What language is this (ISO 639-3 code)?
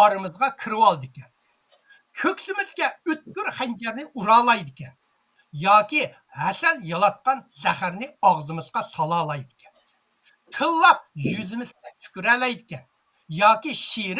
uig